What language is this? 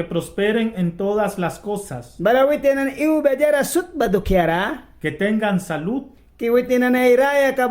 Mískito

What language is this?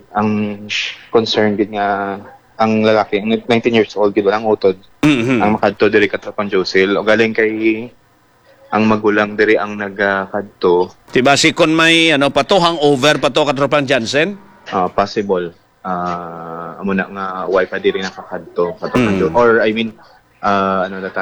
Hiligaynon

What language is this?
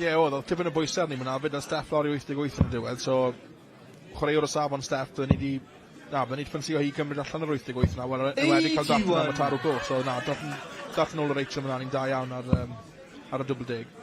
Welsh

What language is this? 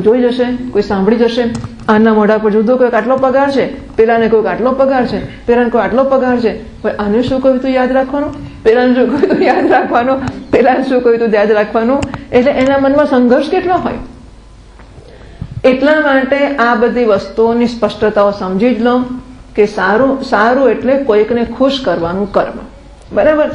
Gujarati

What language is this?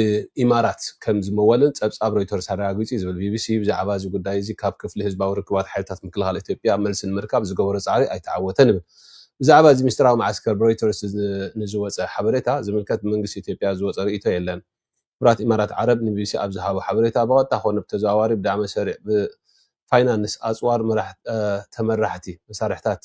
Tigrinya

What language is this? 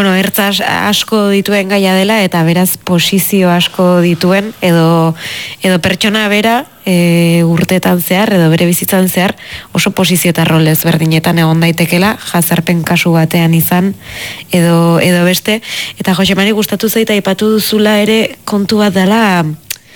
Basque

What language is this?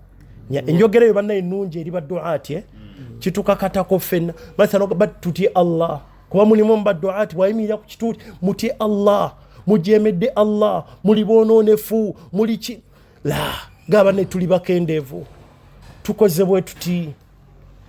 Ganda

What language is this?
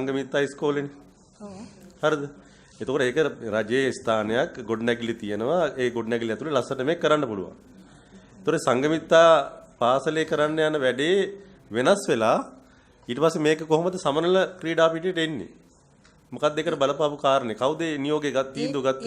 Sinhala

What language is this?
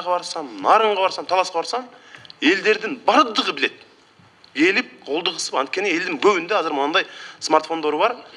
Kyrgyz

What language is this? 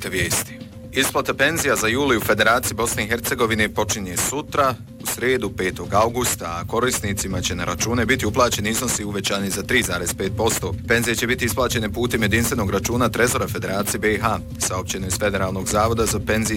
Bosnian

